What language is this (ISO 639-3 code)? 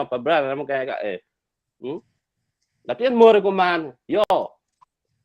ach